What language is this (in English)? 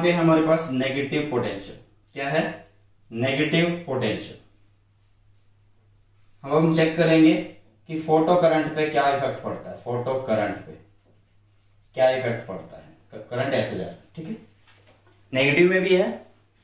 Hindi